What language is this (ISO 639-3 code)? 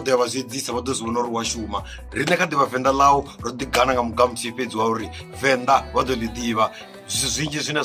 ven